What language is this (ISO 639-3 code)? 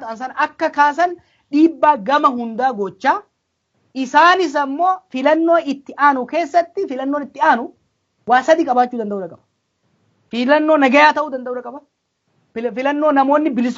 orm